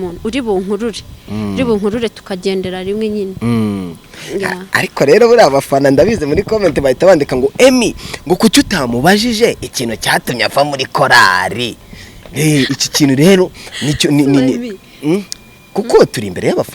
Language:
Kinyarwanda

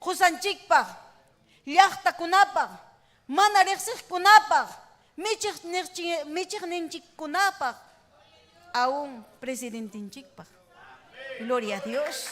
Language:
Ayacucho Quechua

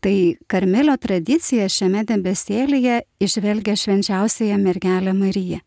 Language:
Lithuanian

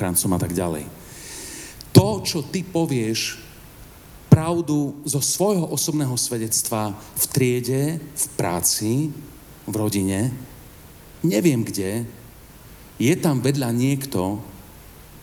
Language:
Slovak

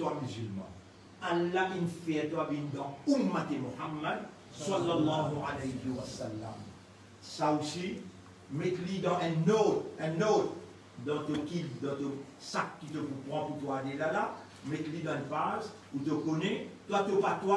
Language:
Morisyen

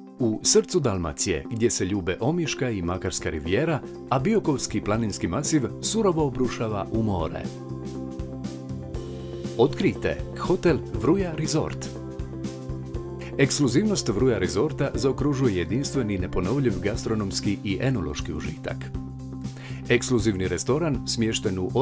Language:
Croatian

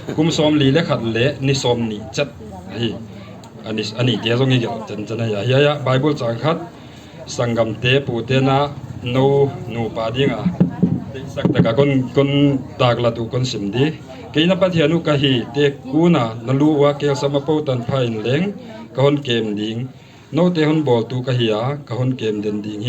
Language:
Tedim Chin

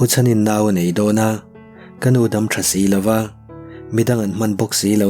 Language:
Mizo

